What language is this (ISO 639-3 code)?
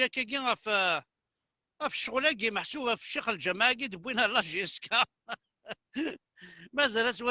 kab